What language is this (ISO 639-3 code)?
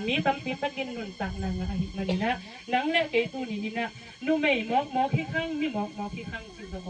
ctd